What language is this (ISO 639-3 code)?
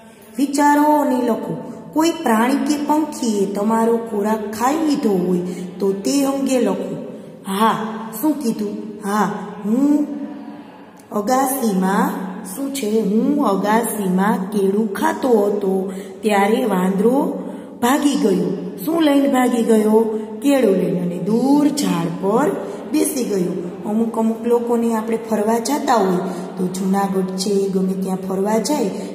guj